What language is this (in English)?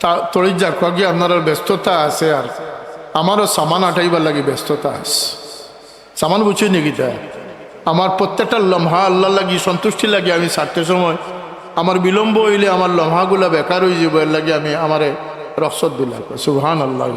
Sylheti